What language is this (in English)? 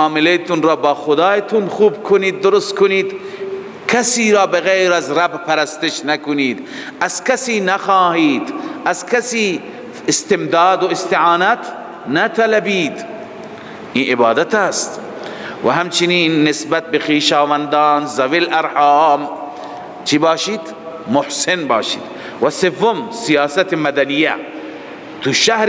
Persian